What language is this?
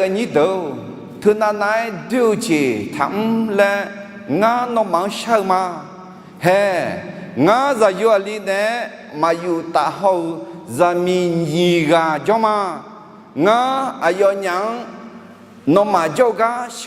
Akha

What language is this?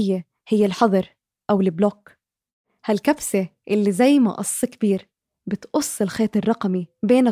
North Levantine Arabic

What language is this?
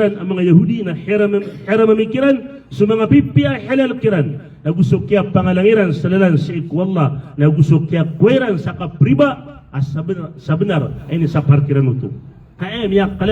Maranao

